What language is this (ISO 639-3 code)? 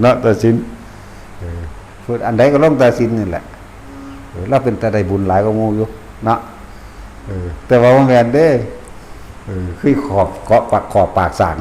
tts